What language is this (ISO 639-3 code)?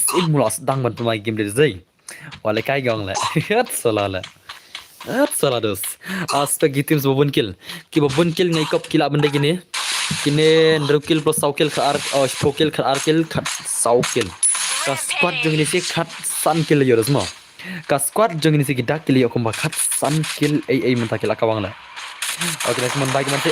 kha